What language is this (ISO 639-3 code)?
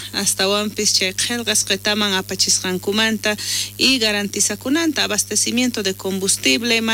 quh